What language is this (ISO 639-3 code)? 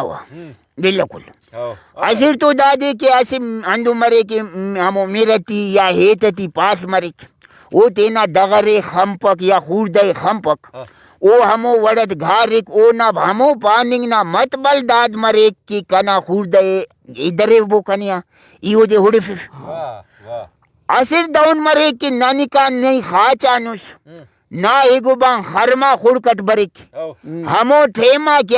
brh